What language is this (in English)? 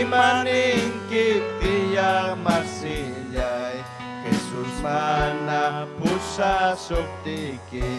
Ayacucho Quechua